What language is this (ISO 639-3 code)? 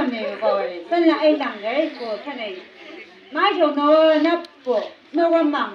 nbc